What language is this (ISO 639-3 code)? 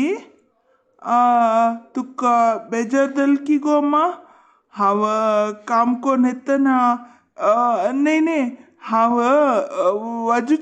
kok